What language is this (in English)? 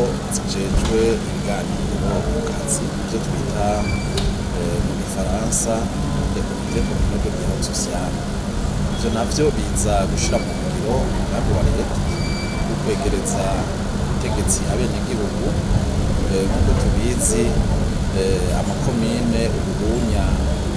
Rundi